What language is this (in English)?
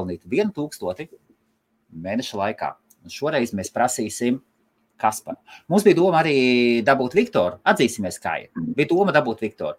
Latvian